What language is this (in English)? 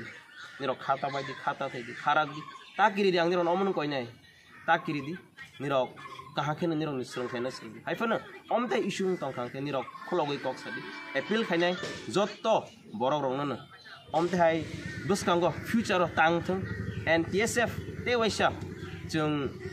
Kok Borok